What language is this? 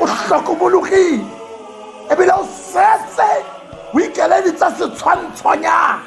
Tswana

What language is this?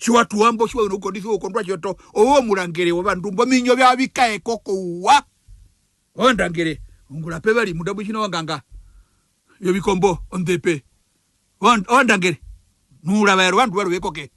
Herero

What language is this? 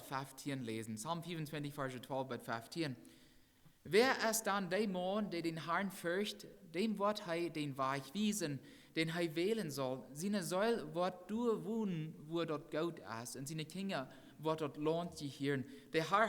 Plautdietsch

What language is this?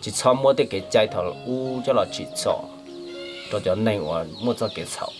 Hmong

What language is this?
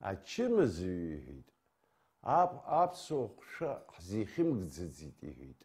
Abkhazian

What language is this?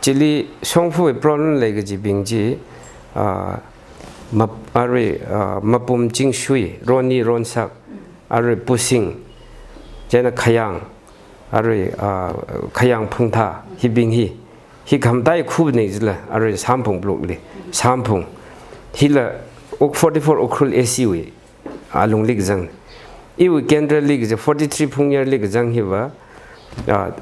Tangkhul Naga (India)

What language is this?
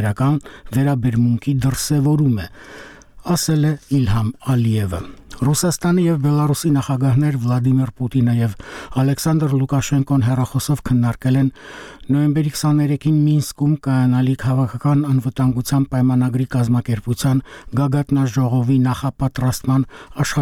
Armenian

